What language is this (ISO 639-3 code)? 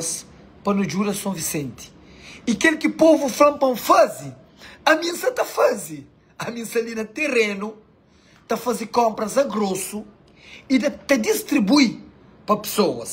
kea